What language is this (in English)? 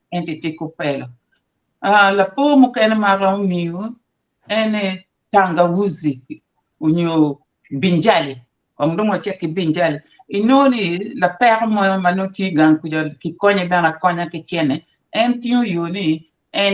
Acoli